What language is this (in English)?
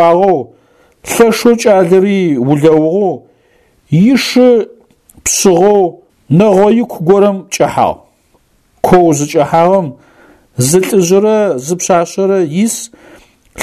Adyghe